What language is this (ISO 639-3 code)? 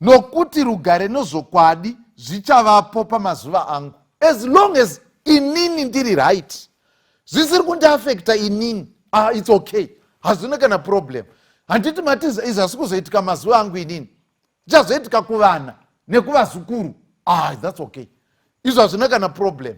sna